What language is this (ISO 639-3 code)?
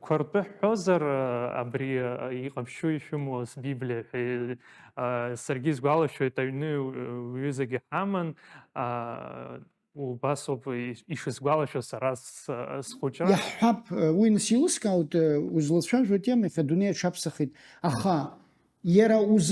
abk